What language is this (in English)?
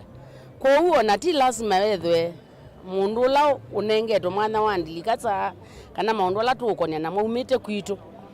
Kamba